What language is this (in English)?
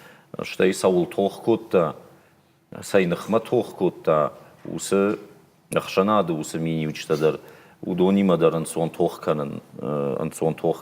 Ossetic